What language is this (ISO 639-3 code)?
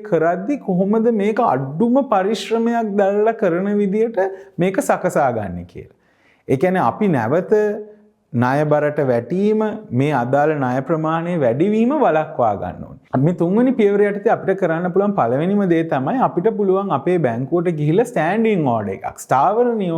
sin